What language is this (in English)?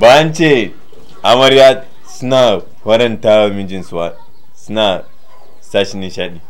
Hausa